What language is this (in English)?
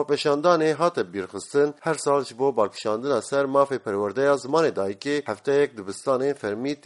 Kurdish